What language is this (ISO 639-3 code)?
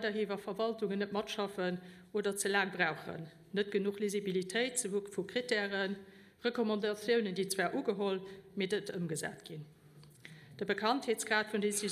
ltz